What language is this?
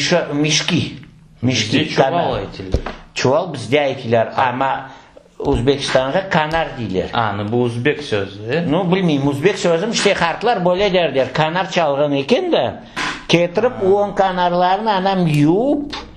Crimean Tatar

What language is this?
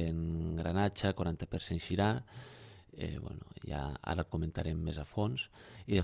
Catalan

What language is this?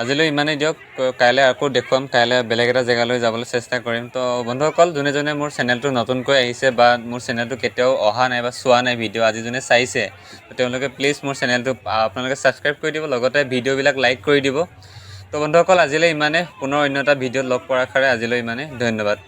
Assamese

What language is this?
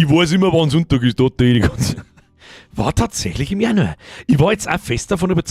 Bavarian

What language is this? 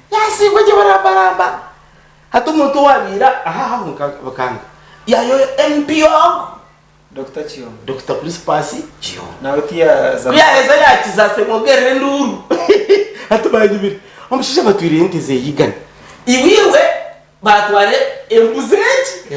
Nyankole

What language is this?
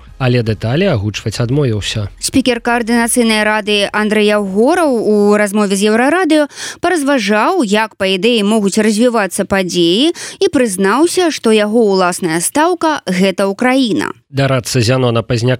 Belarusian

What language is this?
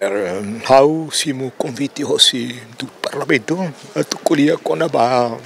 Tetum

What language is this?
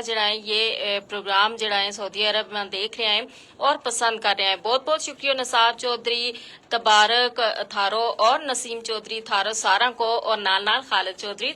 Gujari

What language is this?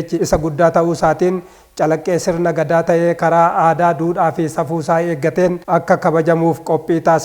Oromo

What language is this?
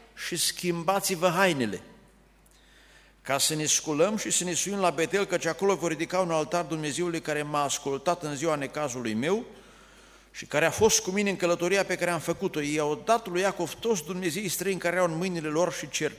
Romanian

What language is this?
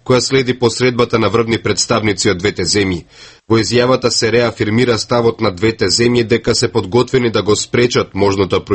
Macedonian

